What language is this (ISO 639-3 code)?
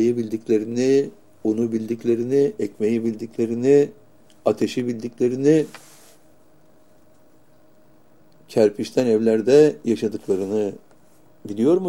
tur